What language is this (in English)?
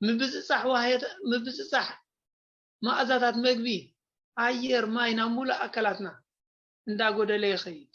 Tigrinya